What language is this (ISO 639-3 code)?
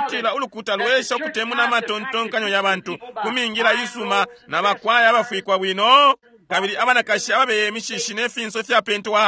bem